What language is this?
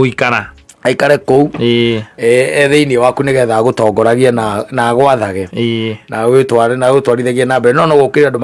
Kikuyu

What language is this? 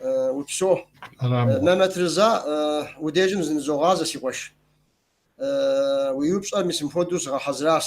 Kabardian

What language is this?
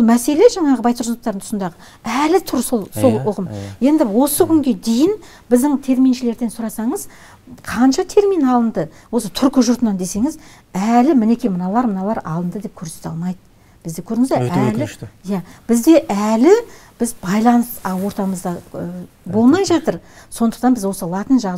Kazakh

